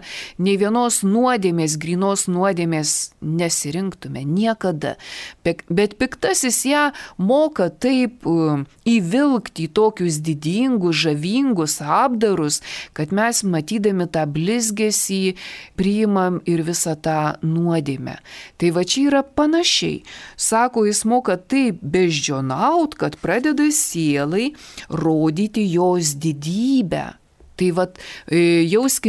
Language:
Lithuanian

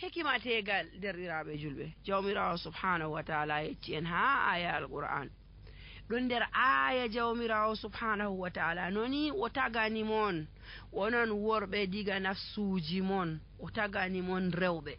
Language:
Nigerian Fulfulde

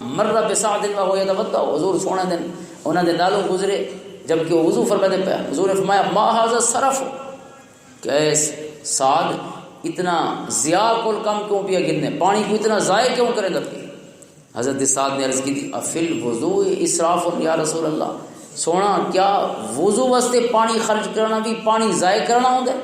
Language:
Western Panjabi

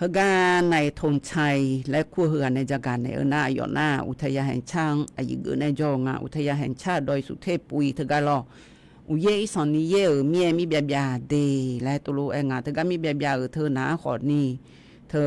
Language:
Akha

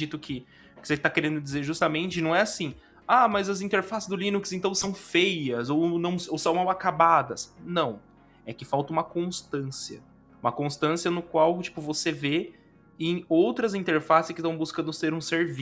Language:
Portuguese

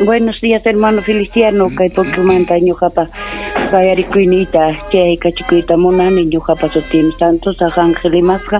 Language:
Ayacucho Quechua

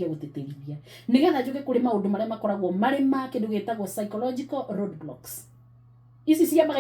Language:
Kikuyu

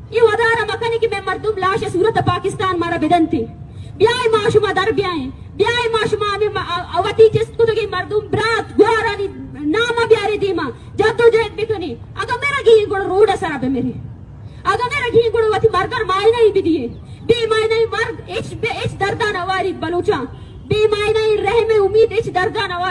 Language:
Baluchi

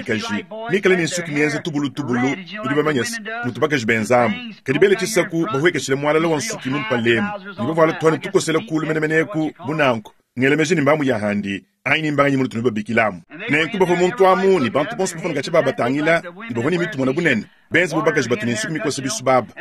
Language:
Luba-Lulua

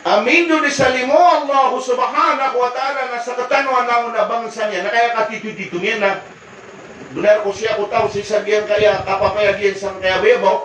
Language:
Maranao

